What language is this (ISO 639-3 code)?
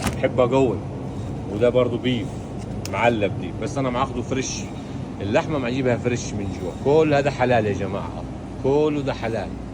arz